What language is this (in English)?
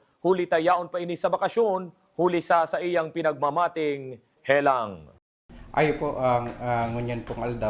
Bikol